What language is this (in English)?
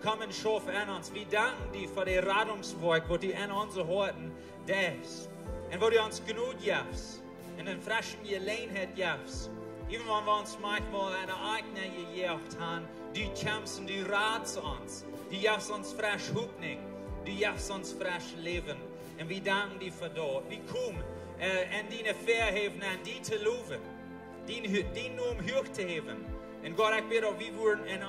Plautdietsch